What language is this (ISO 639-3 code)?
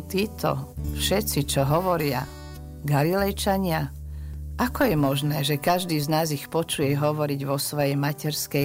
slk